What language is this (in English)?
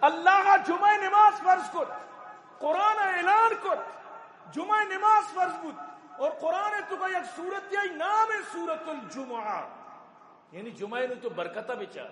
Eastern Balochi